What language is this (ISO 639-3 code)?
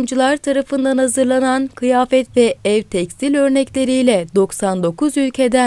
tur